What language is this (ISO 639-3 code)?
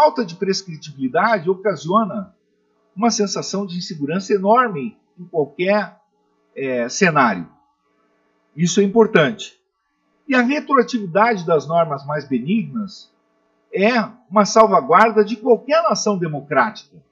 por